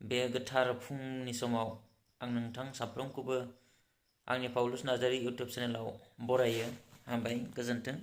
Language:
Bodo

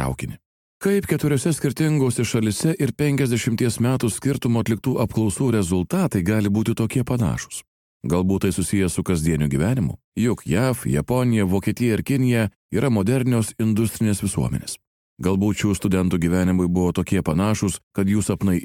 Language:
Lithuanian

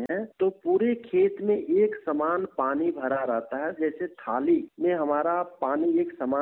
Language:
Hindi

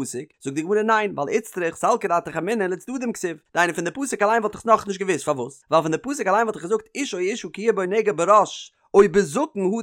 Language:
Yiddish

